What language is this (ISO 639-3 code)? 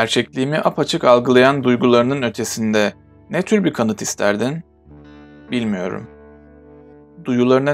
tur